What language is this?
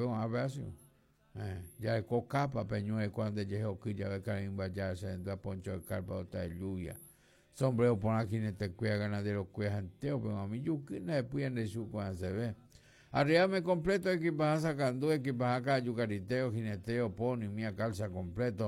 Guarani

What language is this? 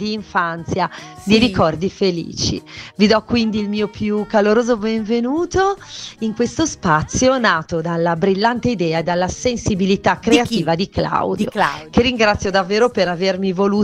Italian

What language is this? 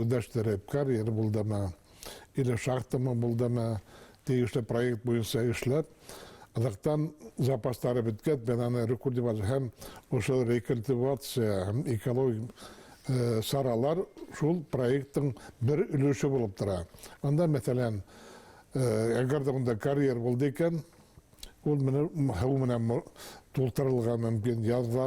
Bashkir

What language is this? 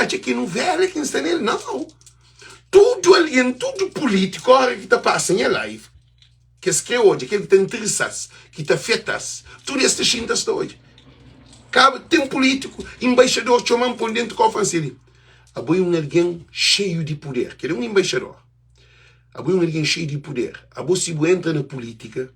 Kabuverdianu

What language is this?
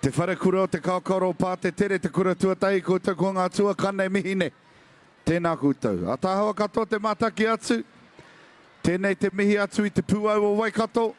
Māori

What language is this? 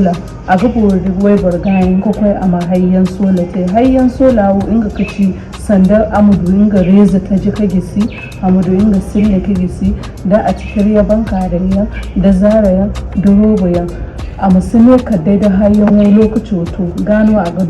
Zarma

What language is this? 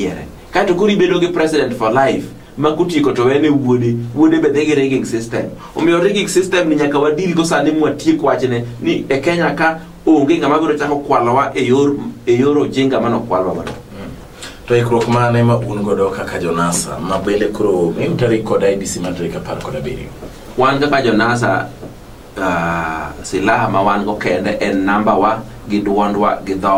Luo (Kenya and Tanzania)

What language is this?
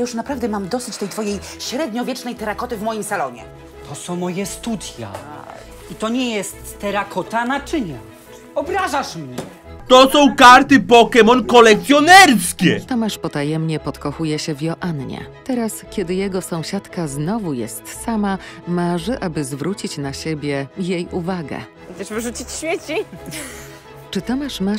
Polish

